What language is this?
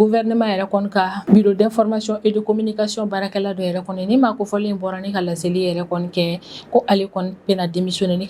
Bambara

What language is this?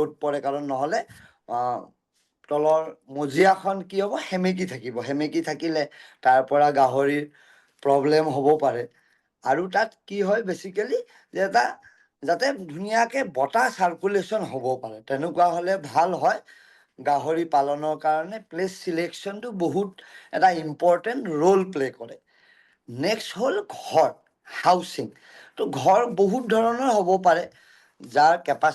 Assamese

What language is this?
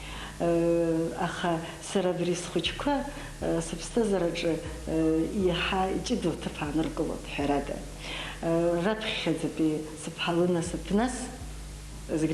Abkhazian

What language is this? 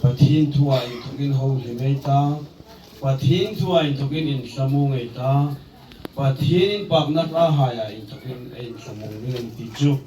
Hmar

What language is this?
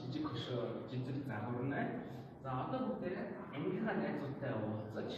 Mongolian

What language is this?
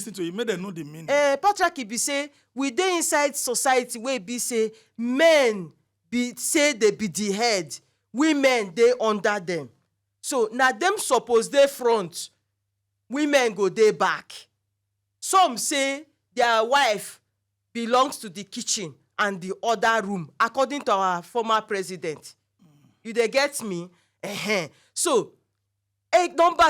Nigerian Pidgin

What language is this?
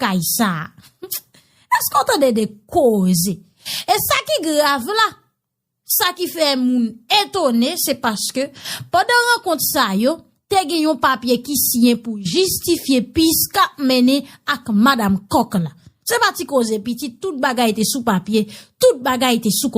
Haitian Creole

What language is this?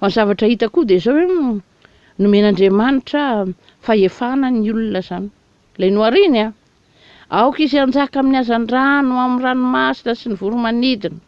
Malagasy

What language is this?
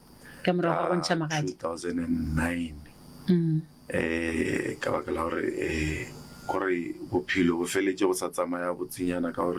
Northern Sotho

